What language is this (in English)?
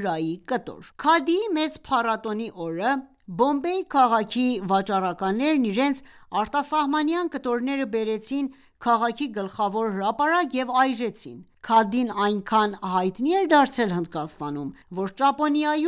Armenian